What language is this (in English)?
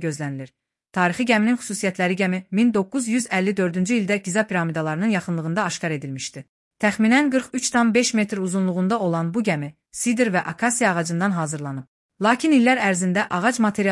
Azerbaijani